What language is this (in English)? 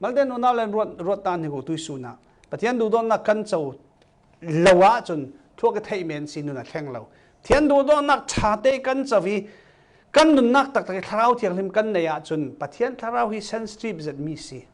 Falam Chin